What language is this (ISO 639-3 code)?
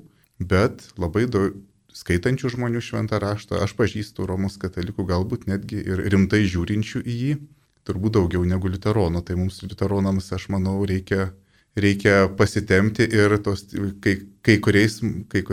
lit